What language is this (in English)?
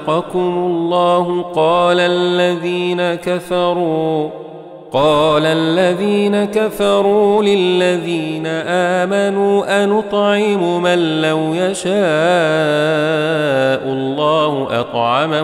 Arabic